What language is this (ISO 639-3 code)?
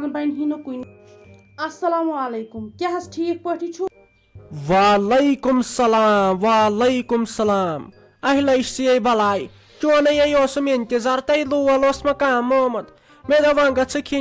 kas